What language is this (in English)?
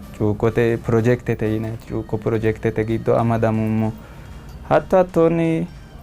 Sidamo